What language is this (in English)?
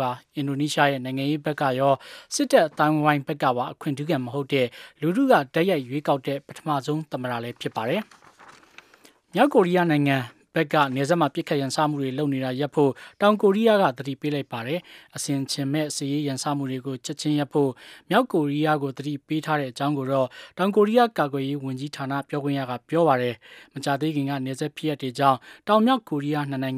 Burmese